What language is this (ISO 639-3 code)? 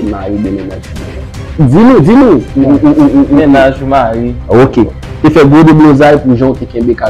hat